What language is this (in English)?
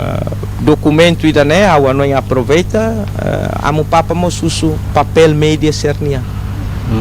Tetum